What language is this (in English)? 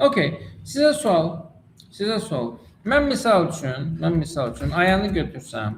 Azerbaijani